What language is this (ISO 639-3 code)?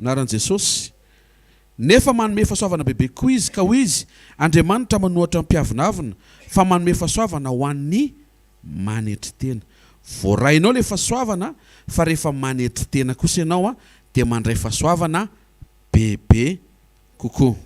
mlg